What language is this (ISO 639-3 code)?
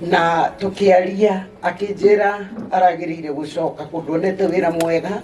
kik